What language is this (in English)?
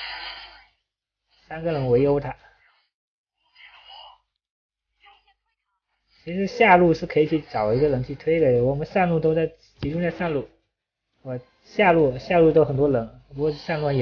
Chinese